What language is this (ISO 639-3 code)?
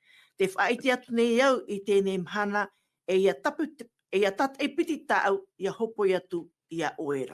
tah